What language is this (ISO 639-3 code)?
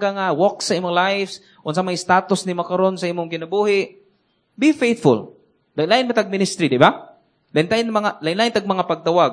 ceb